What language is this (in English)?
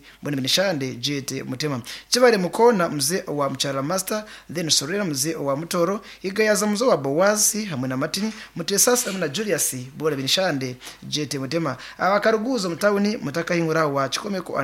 Nyankole